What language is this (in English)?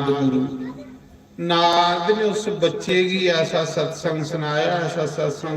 Dogri